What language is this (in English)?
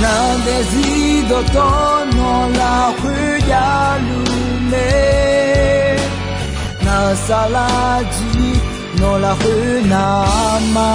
Akha